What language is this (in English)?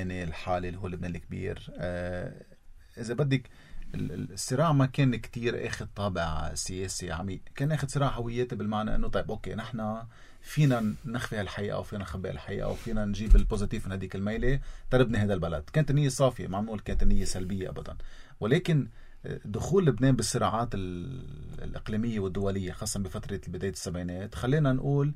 North Levantine Arabic